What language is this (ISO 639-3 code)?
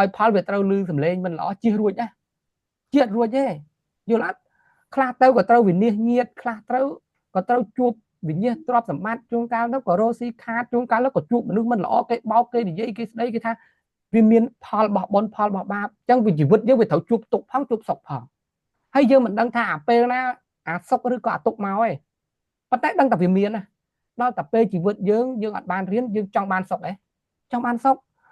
khm